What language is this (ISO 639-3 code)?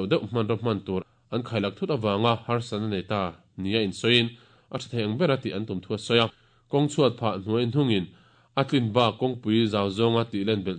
lus